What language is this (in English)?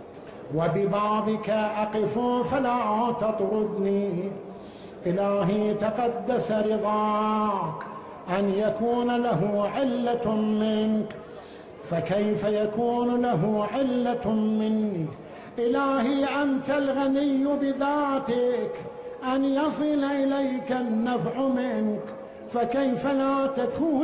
Arabic